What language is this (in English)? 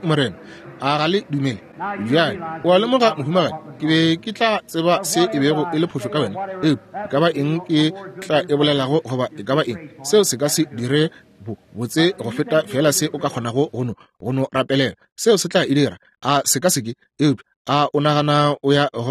Northern Sotho